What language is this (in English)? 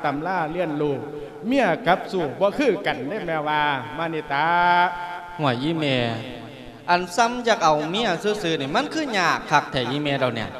Lao